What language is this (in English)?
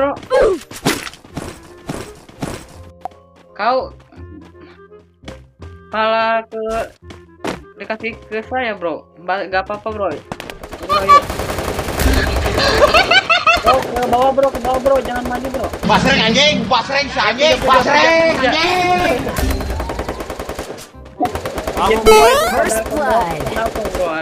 Indonesian